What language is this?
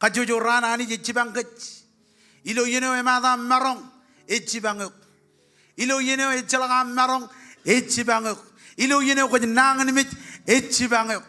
Marshallese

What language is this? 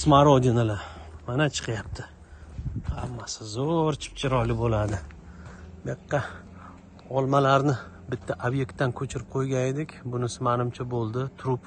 Uzbek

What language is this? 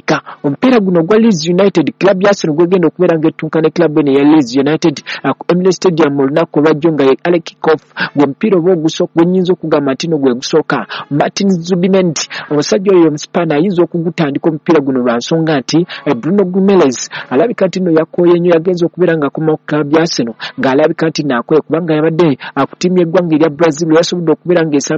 Ganda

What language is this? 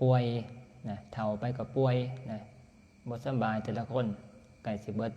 Northeastern Thai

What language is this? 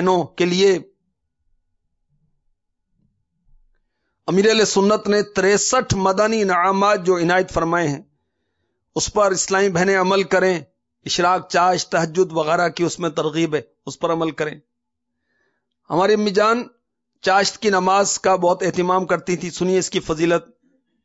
Urdu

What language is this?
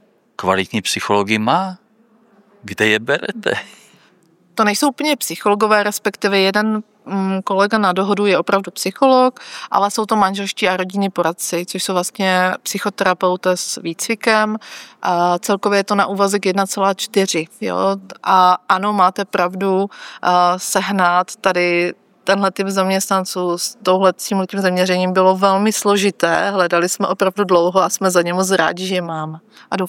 Czech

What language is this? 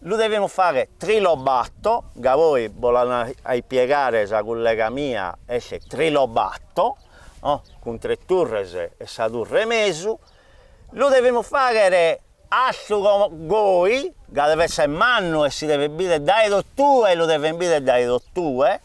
Sardinian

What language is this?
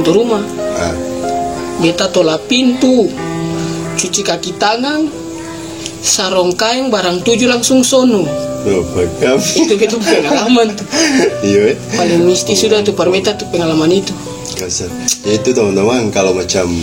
Ambonese Malay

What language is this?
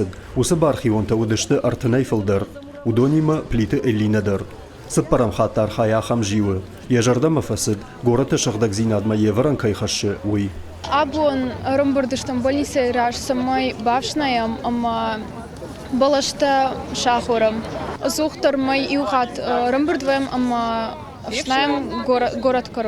Ossetic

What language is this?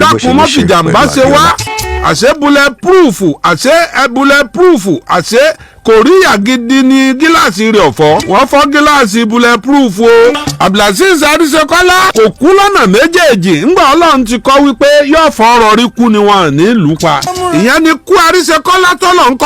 Yoruba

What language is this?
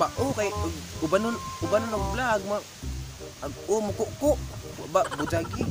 Cebuano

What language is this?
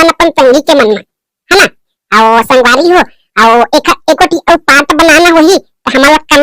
Chhattisgarhi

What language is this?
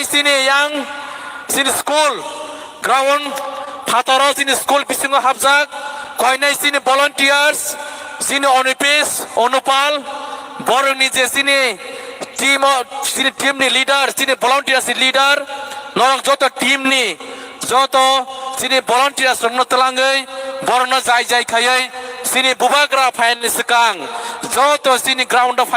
Kok Borok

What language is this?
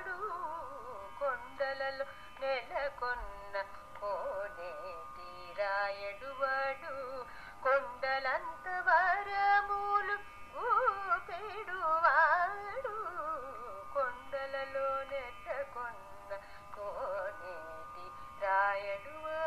Telugu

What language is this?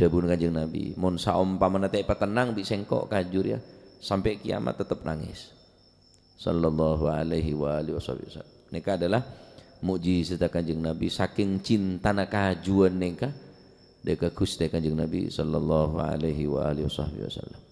Madurese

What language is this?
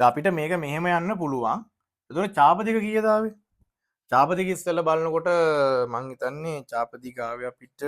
Sinhala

